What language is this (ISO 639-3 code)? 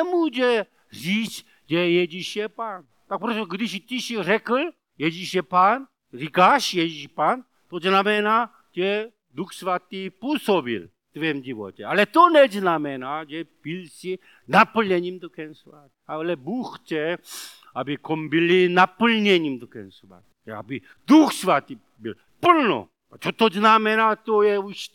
ces